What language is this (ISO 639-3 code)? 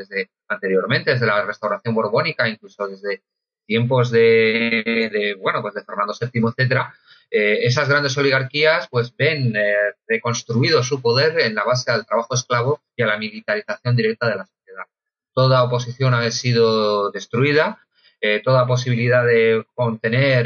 spa